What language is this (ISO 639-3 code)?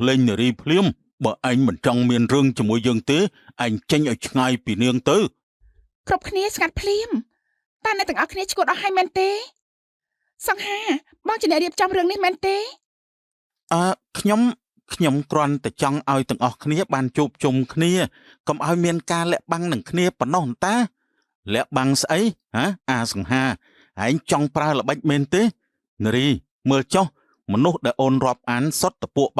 khm